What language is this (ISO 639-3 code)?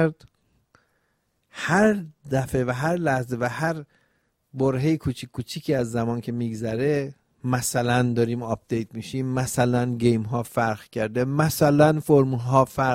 fas